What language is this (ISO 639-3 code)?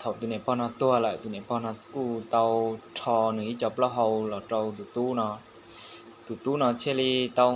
hmn